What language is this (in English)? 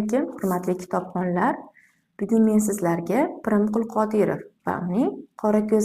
Uzbek